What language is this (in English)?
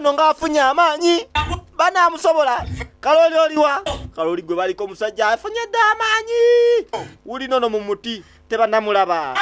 Ganda